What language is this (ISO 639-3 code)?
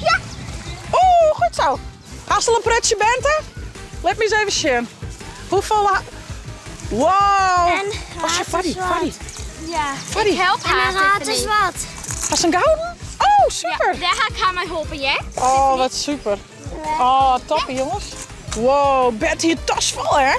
fry